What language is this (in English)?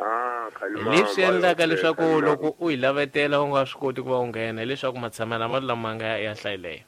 Tsonga